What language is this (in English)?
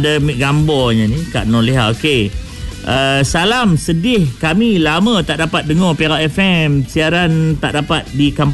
Malay